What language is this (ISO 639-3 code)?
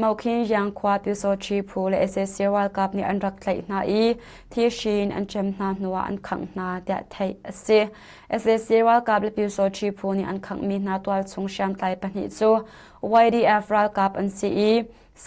cnh